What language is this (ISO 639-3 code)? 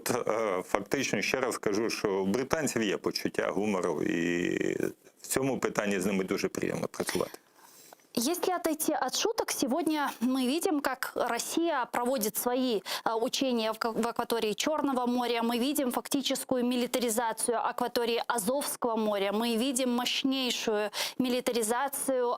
crh